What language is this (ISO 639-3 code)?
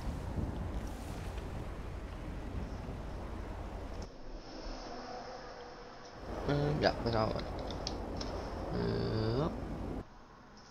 nld